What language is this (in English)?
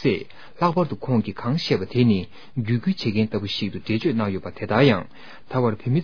Tibetan